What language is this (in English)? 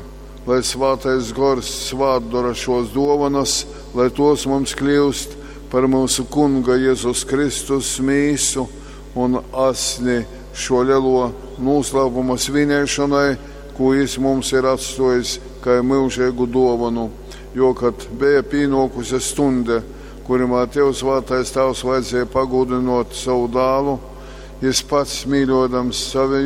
Latgalian